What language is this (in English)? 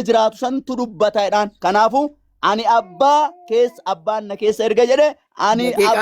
Oromo